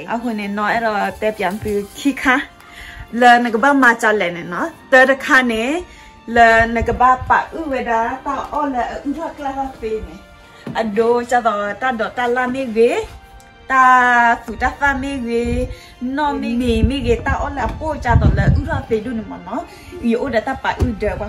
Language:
S'gaw Karen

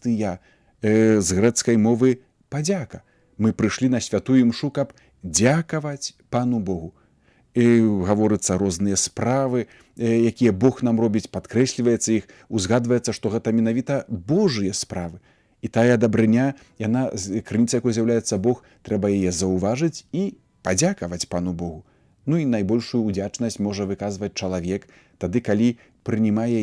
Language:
Belarusian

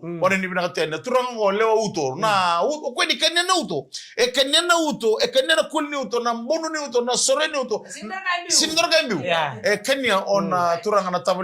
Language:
Fijian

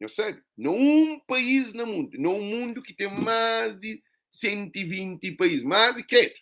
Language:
Kabuverdianu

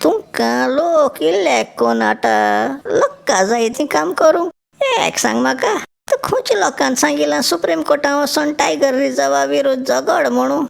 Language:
Konkani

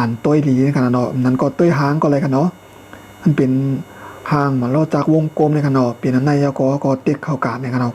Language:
Shan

